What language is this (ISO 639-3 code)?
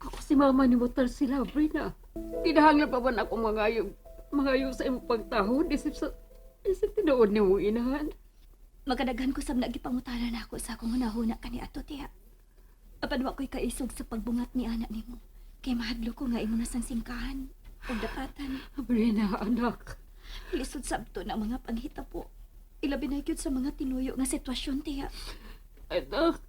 ceb